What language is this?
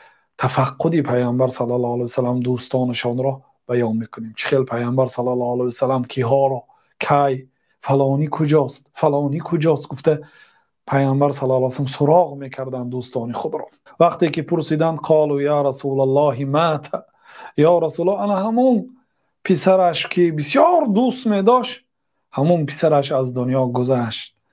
Tajik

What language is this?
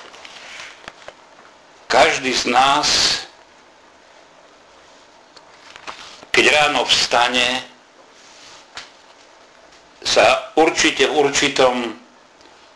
Slovak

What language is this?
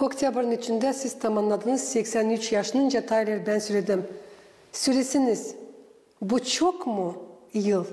Gagauz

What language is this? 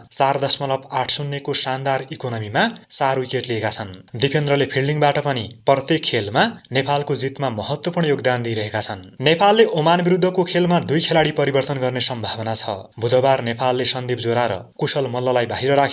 Nepali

